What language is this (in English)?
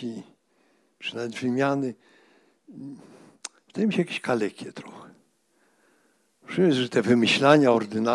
Polish